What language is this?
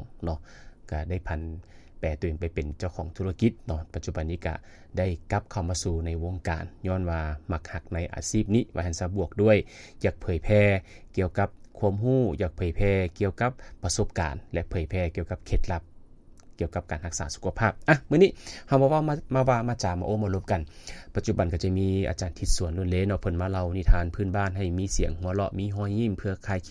Lao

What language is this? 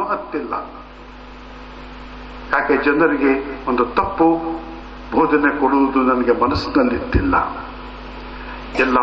Kannada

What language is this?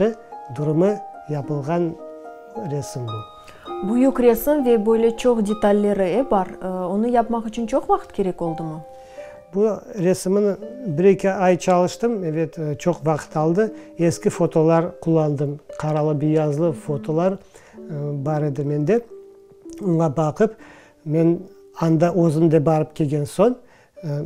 Crimean Tatar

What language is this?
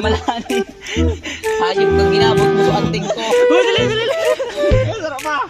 Bikol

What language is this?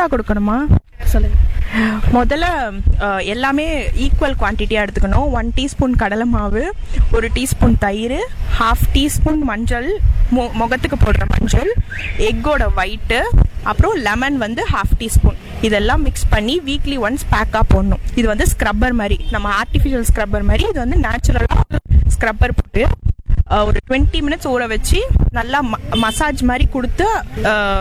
Tamil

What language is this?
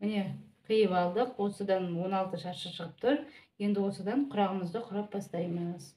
Kazakh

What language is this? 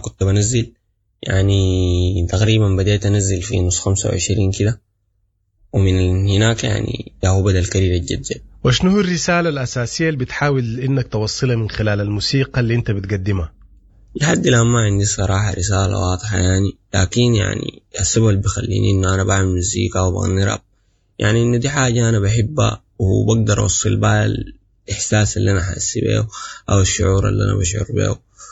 Sudanese Arabic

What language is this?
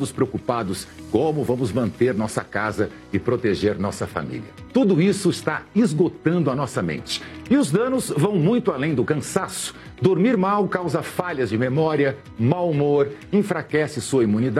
Portuguese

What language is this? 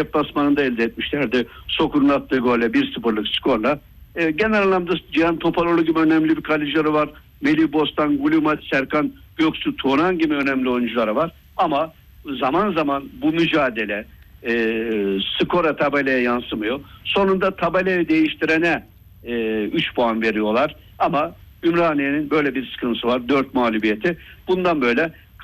Turkish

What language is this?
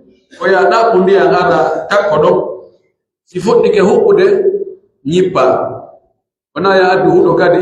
Pular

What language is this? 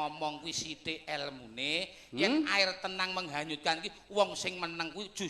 Javanese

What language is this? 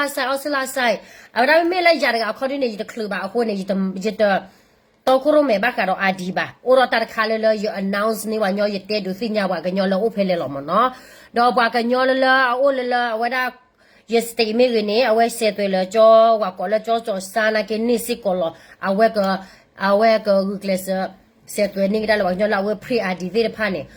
S'gaw Karen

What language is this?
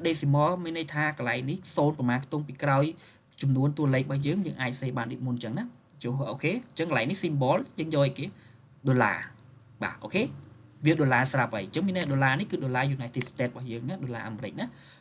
Khmer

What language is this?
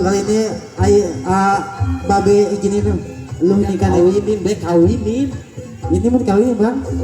Betawi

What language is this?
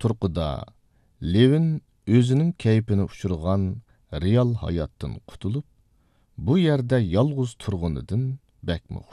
Uyghur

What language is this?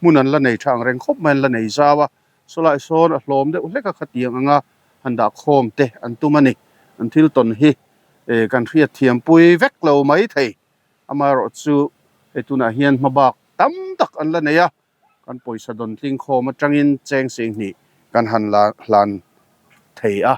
Mizo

